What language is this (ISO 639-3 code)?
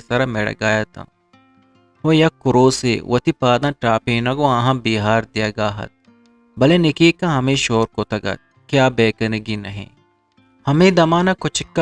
bgp